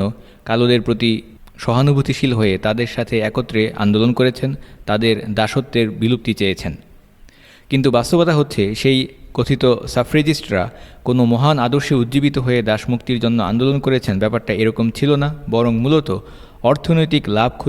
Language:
Bangla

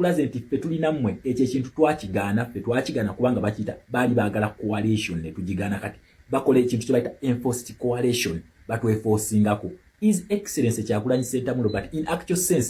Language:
Ganda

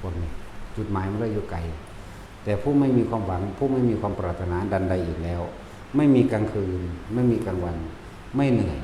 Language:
Northeastern Thai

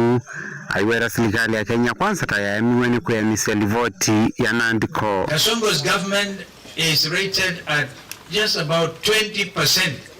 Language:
Kamba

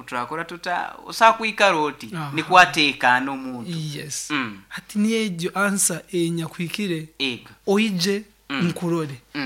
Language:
Nyoro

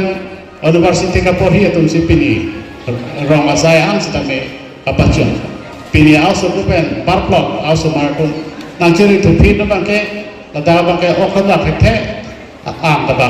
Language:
Karbi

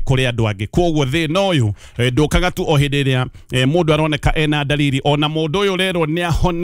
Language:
Kikuyu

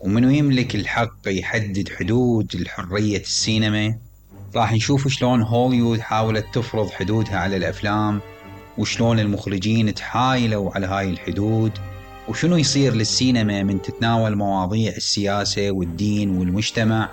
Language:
Mesopotamian Arabic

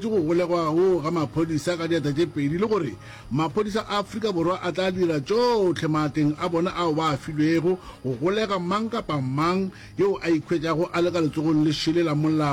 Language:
Northern Sotho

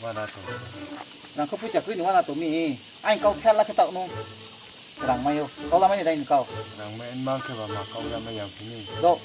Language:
Riang (India)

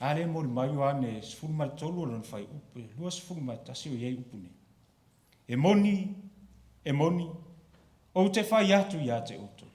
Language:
Samoan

